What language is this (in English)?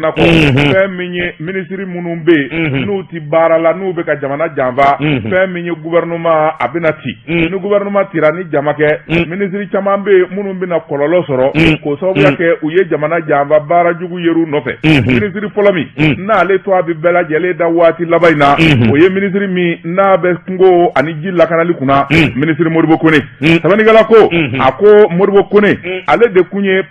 Bambara